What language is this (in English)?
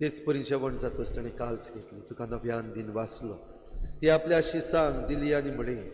Konkani